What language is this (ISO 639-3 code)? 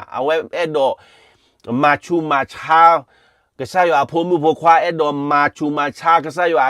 ksw